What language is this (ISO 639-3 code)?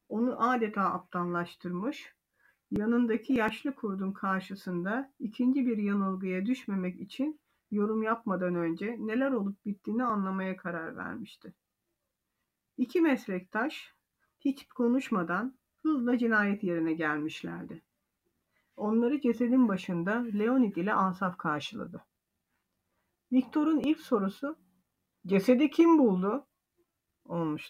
tur